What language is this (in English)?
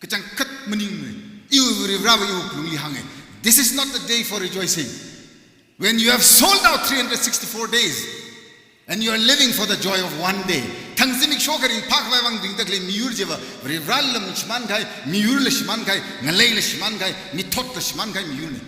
Tangkhul Naga (India)